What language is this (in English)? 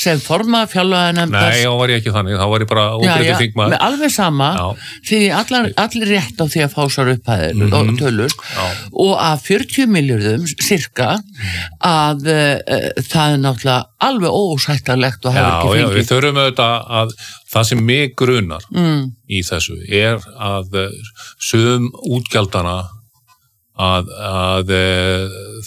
Icelandic